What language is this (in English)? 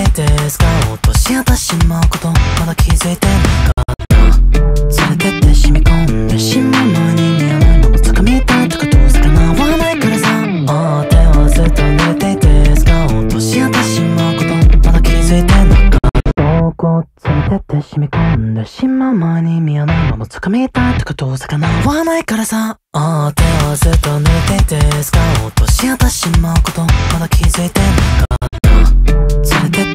Japanese